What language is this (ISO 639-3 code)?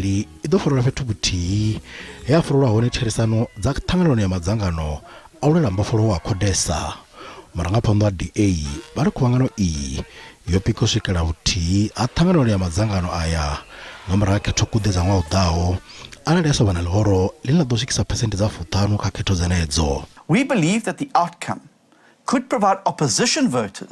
ven